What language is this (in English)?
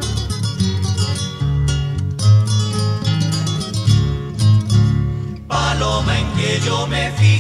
Spanish